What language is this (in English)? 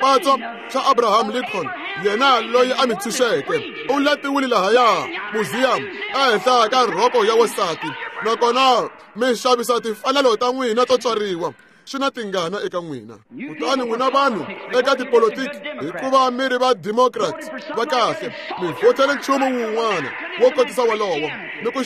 Tsonga